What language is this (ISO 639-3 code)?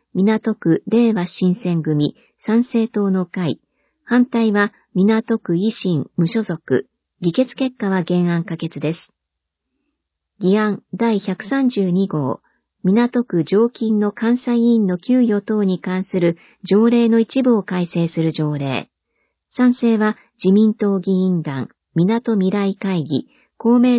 jpn